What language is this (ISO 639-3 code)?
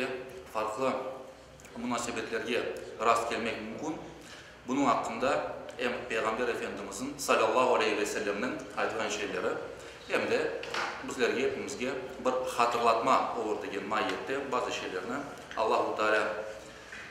crh